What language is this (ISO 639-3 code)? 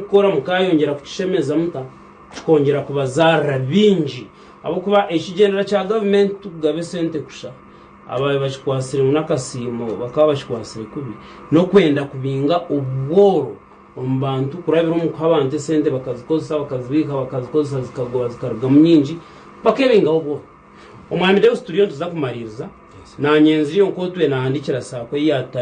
nyn